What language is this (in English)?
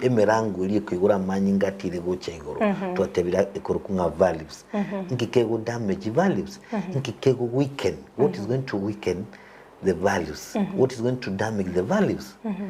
Gusii